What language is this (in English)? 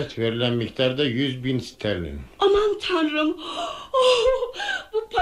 Turkish